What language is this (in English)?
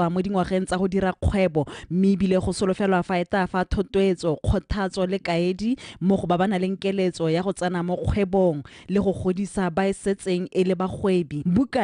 Tswana